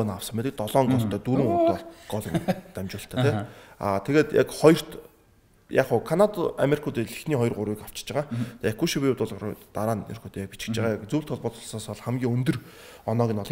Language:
Mongolian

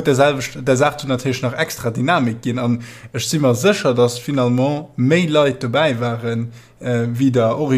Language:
Luxembourgish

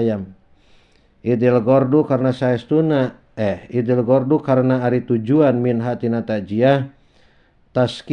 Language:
Sundanese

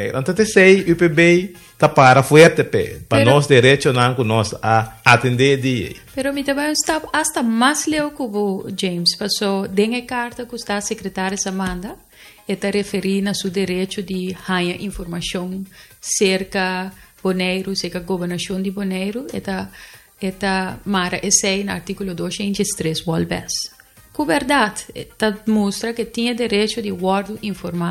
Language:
Papiamento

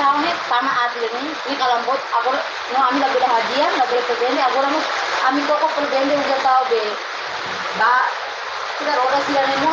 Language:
Tetum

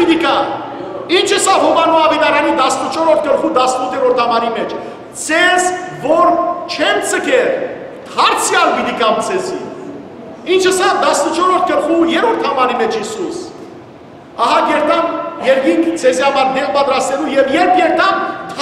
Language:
Western Armenian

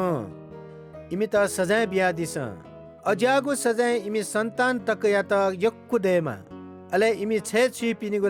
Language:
Newari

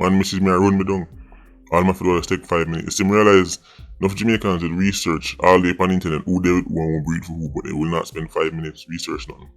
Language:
Jamaican Creole English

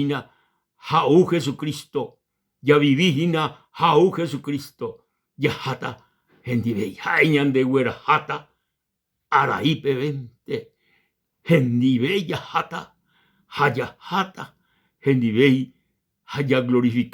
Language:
Guarani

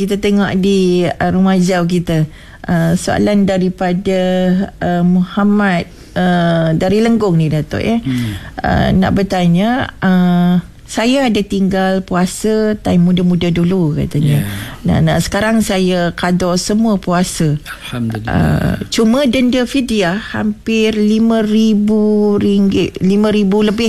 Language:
Malay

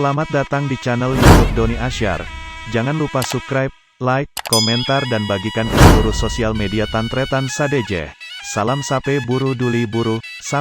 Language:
Madurese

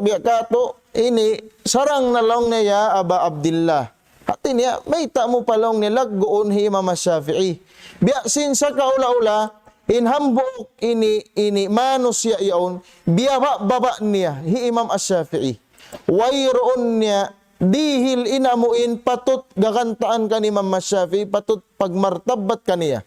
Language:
Tausug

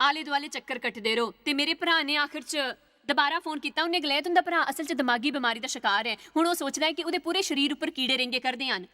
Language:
Dogri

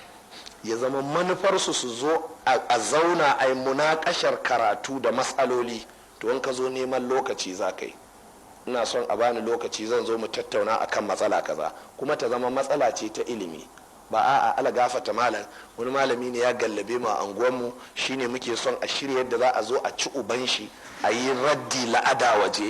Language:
Hausa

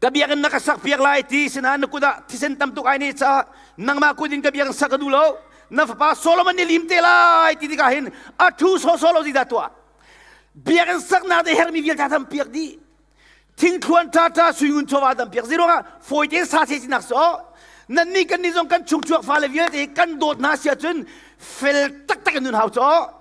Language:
Hakha Chin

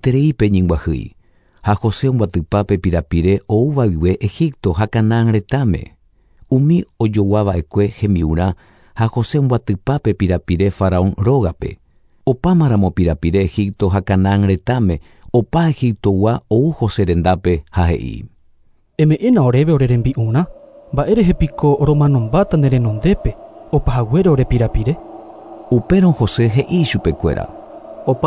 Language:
Guarani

